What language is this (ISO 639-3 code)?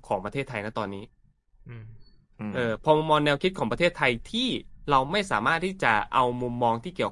tha